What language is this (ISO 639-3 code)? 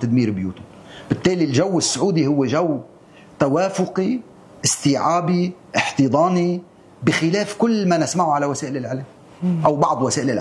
apc